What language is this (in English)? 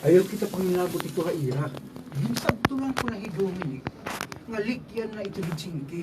Waray